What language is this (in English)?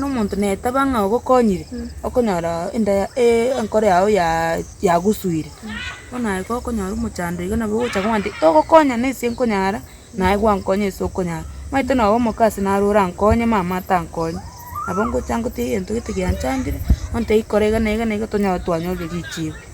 Gusii